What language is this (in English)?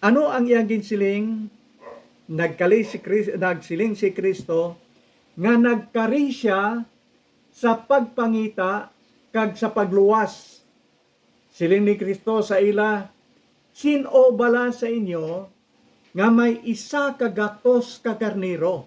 Hiligaynon